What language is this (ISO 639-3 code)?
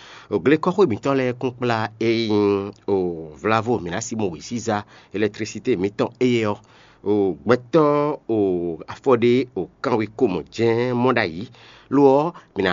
fon